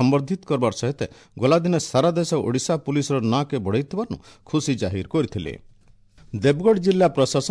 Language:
Odia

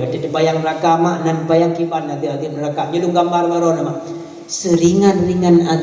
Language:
Achinese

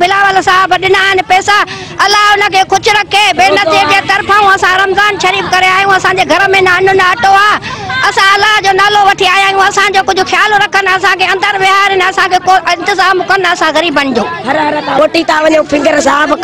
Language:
Sindhi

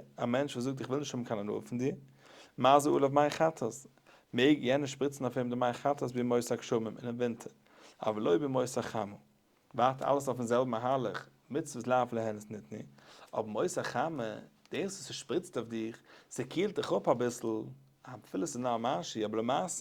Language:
Yiddish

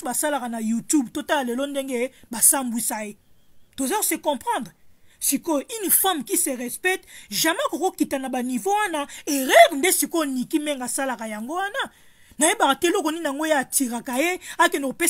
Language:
Lingala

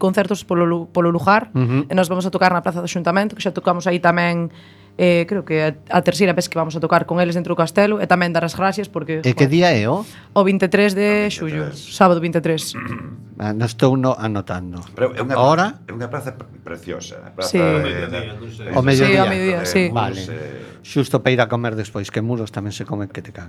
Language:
Galician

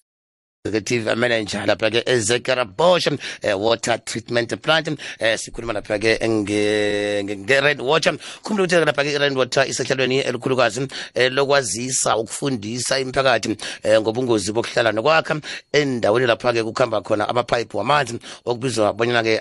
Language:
South Ndebele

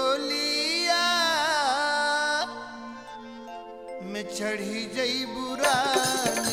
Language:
Bhojpuri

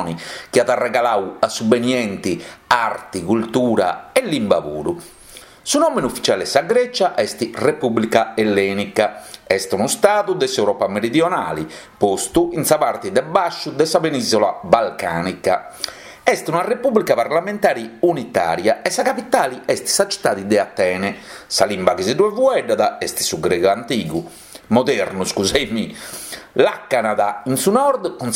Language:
Sardinian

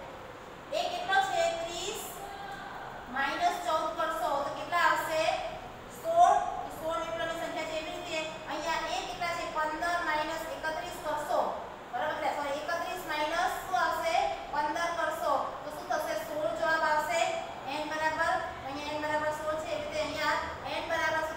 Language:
Gujarati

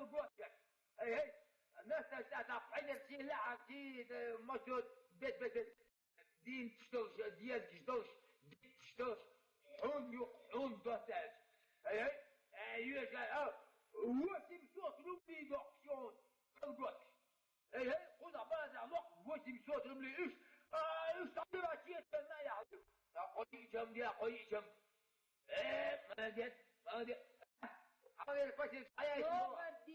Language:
Chechen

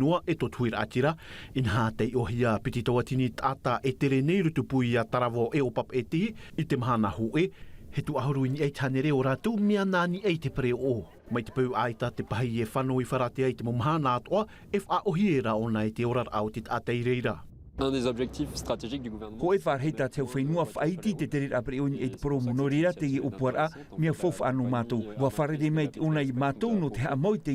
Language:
Tahitian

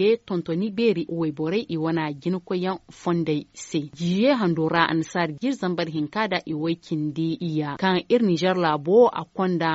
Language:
Zarma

